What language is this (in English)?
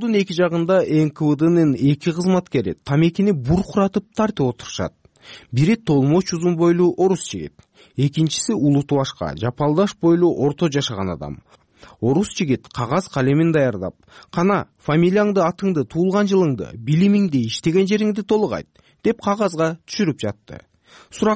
Kyrgyz